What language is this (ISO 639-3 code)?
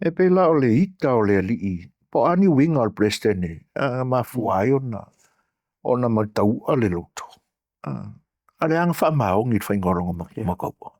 smo